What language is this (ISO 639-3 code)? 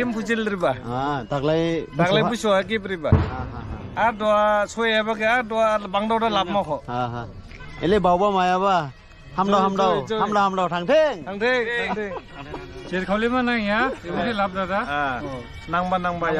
dis